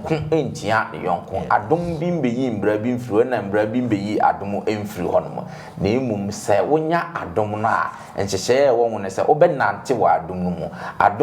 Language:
Akan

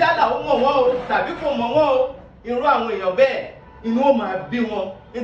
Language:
Yoruba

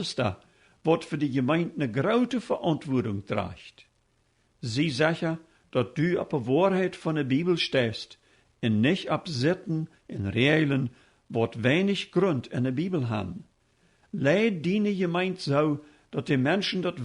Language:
Plautdietsch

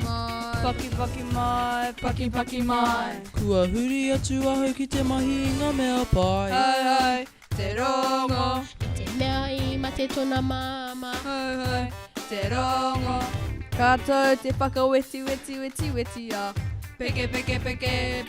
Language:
Māori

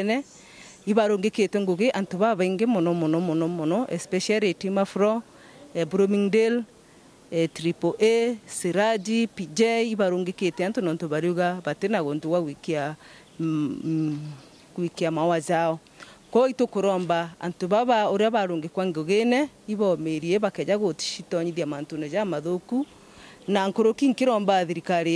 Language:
Meru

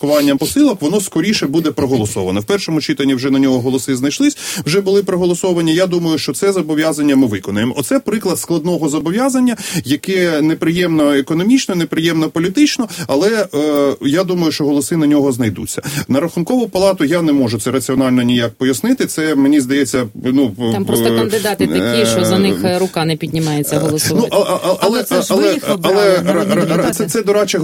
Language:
Ukrainian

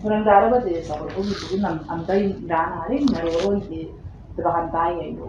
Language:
Gilbertese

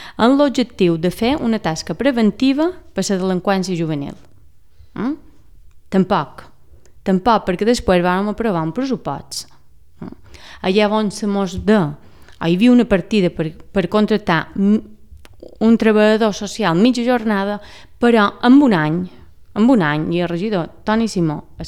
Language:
Catalan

